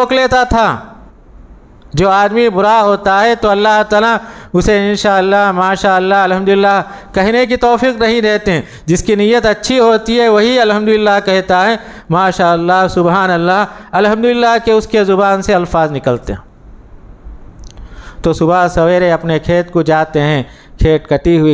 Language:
Urdu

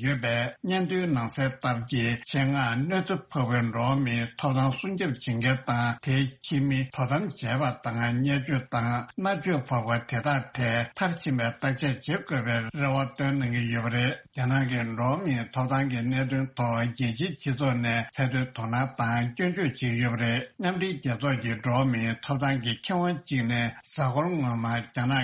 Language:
Tibetan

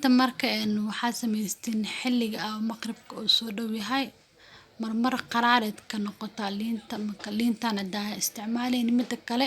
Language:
Somali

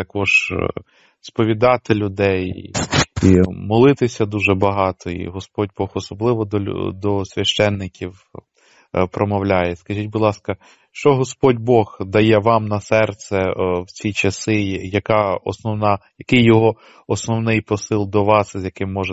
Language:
Ukrainian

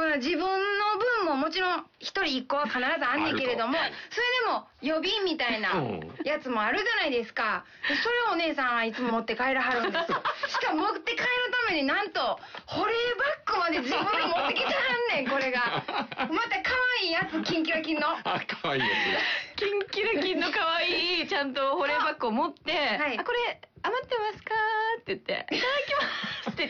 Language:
Japanese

